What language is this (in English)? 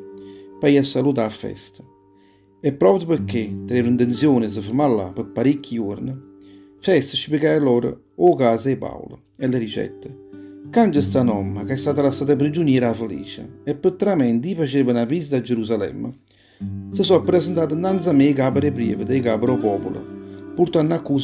Neapolitan